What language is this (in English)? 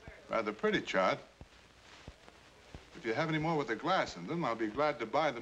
English